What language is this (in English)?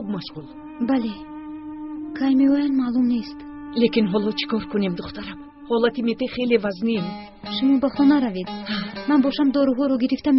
Tajik